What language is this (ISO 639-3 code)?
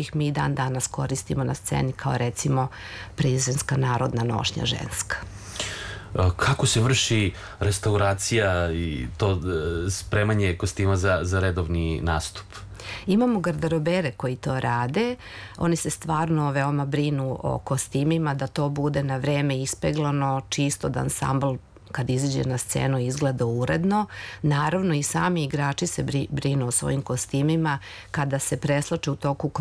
srp